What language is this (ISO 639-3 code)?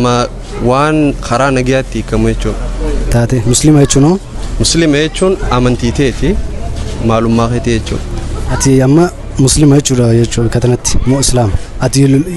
orm